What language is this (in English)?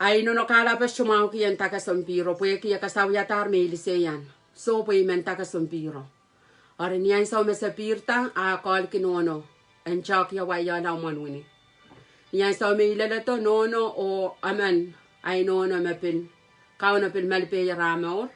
Pohnpeian